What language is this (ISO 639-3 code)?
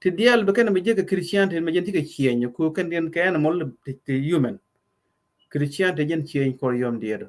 nus